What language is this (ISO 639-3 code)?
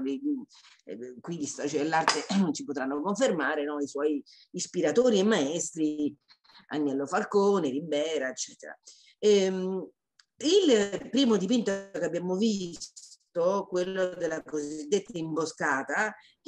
ita